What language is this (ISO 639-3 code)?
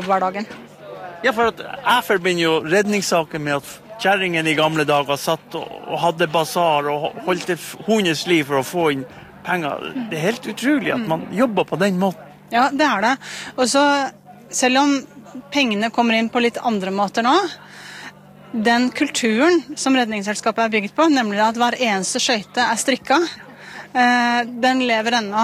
nor